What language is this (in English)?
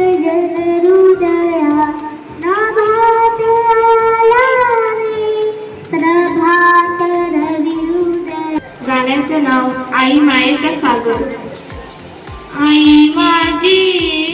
Marathi